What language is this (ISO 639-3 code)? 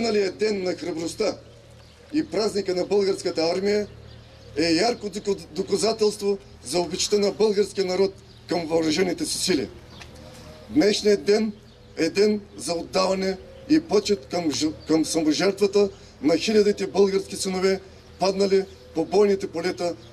bul